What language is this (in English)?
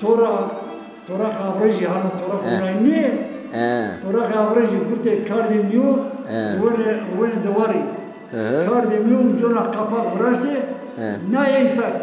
Zaza